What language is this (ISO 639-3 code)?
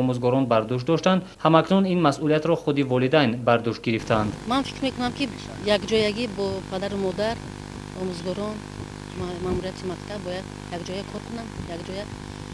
tgk